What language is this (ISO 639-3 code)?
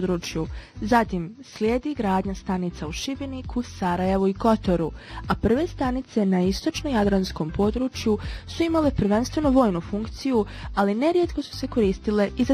bos